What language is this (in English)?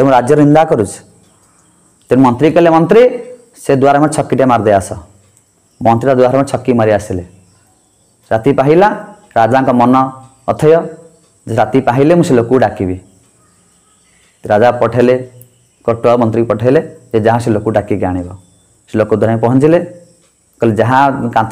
Odia